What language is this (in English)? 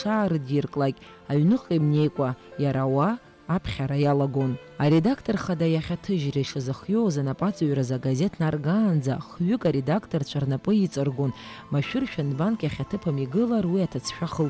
Abkhazian